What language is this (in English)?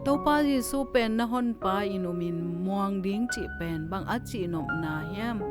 Tedim Chin